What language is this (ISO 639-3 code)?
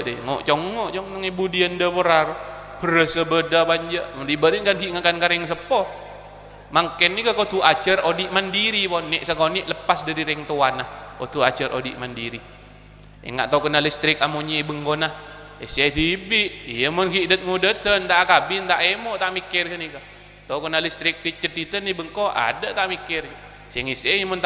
mad